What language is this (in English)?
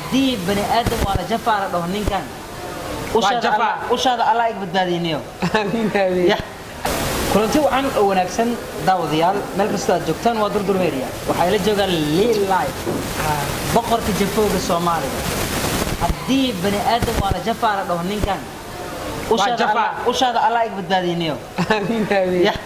Somali